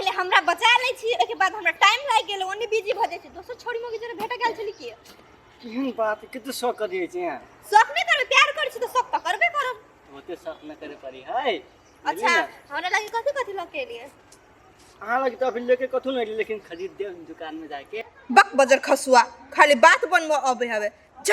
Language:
Maithili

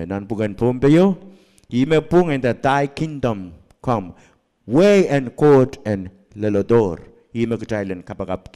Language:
Pohnpeian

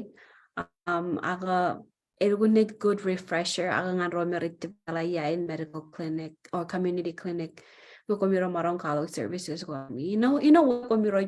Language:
Marshallese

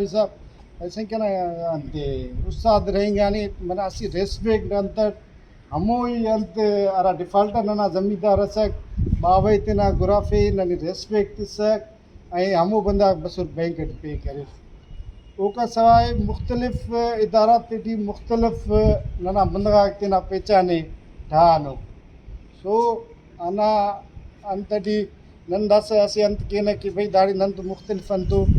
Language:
Brahui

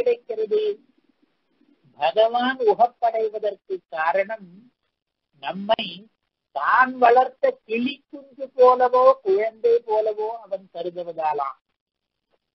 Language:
Tamil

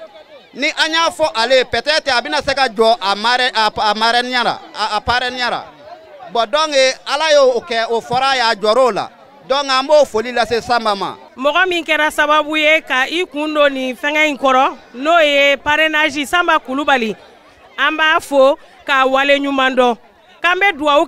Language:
Bambara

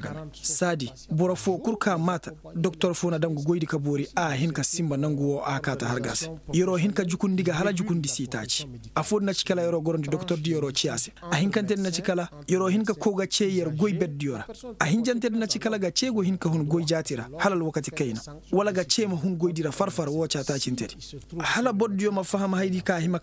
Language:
Koyraboro Senni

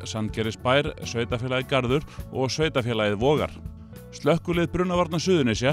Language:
Icelandic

